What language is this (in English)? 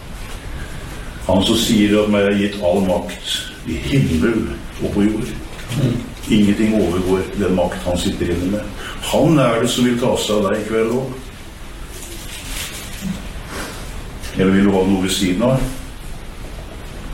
Norwegian